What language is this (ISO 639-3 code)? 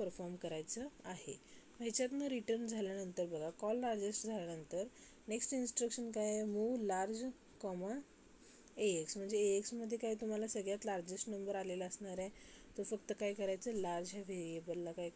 mar